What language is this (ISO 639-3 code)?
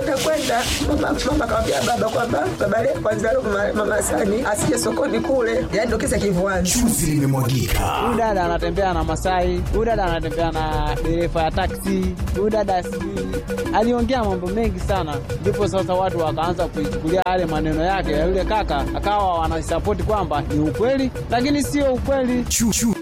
swa